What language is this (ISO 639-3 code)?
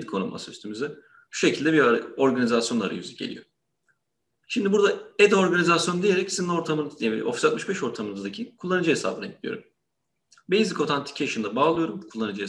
tur